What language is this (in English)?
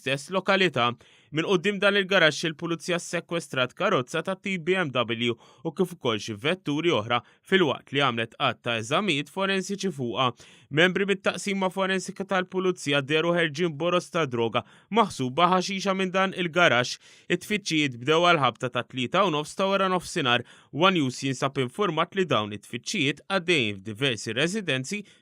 Maltese